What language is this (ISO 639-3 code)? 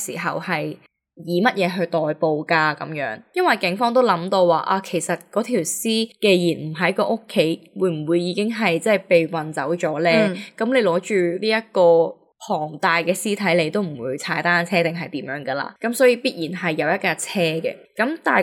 yue